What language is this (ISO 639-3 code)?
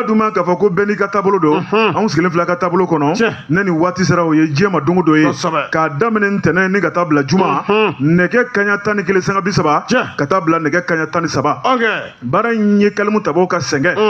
bam